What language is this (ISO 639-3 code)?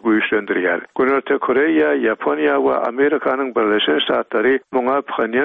tuk